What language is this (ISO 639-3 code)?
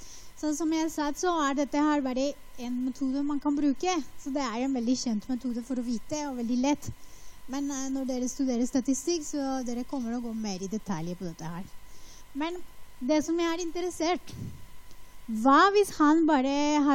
nor